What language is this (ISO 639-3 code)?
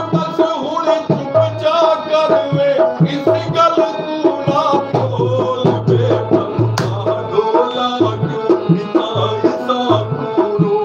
skr